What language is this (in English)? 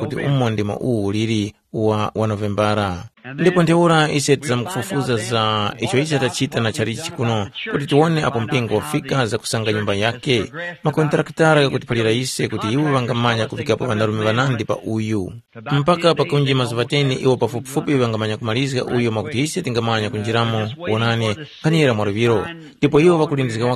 Tumbuka